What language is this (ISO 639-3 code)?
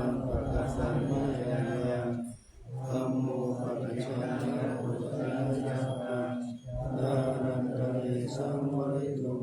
pli